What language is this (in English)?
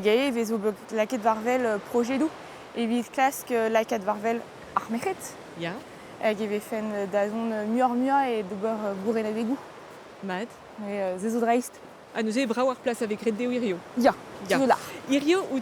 Breton